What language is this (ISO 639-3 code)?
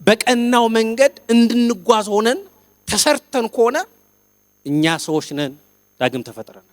amh